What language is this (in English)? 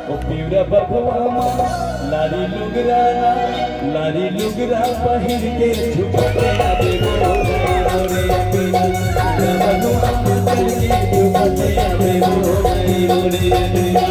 Chhattisgarhi